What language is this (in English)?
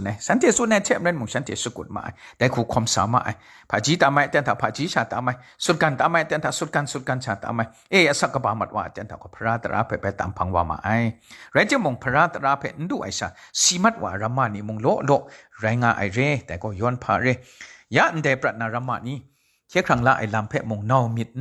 Kachin